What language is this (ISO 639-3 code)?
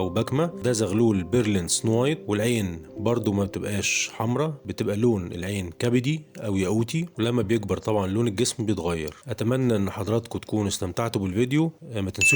arz